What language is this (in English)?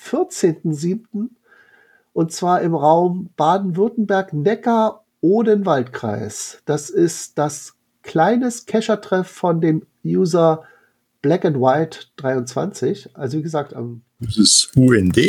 German